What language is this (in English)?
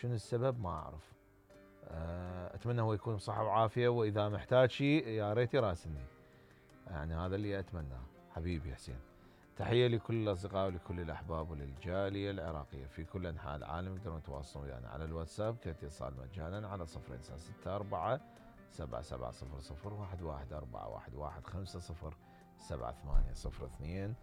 Mesopotamian Arabic